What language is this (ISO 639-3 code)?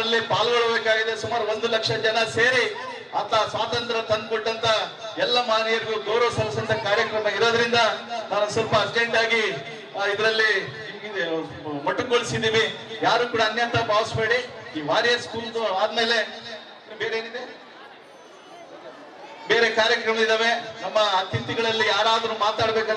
kan